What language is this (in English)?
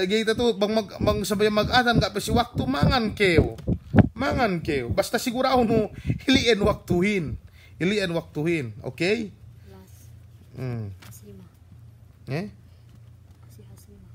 Yakan